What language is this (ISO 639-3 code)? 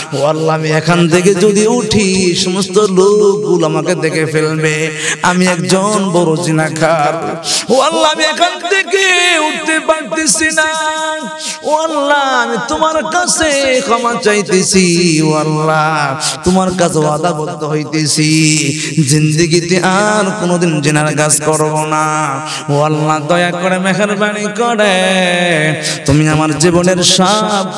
ben